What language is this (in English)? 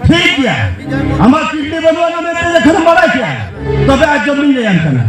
Santali